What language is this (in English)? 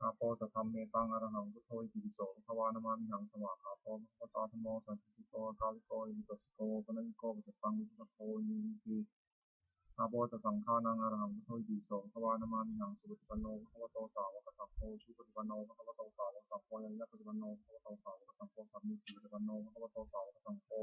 Pali